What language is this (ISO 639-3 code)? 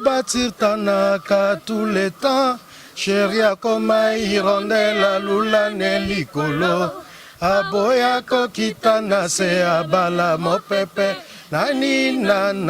lin